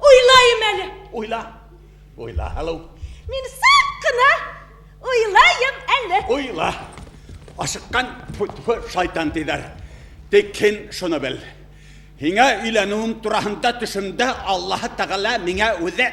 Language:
Bashkir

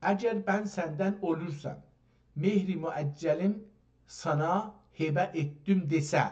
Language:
South Azerbaijani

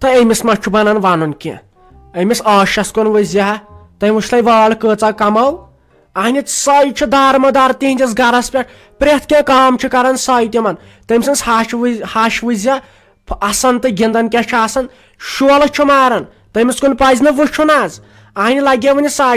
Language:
Kashmiri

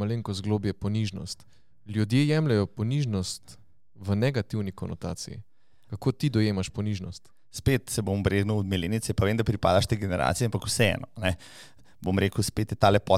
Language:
Slovenian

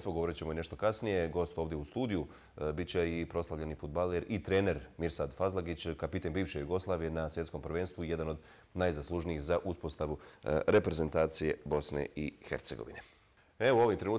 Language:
Bosnian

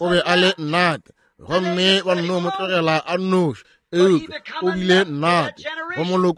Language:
Northern Sotho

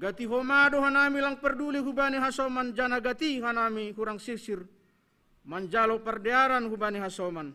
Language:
Batak Simalungun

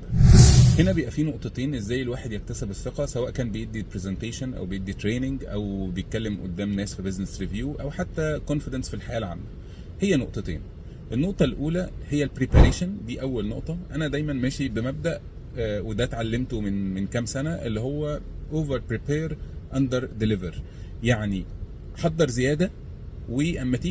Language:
Egyptian Arabic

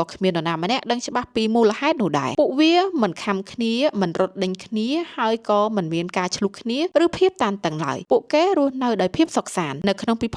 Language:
Khmer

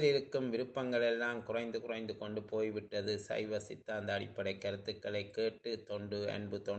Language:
Tamil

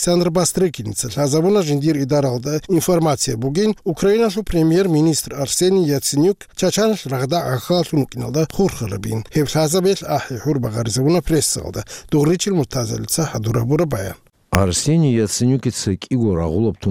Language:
Avaric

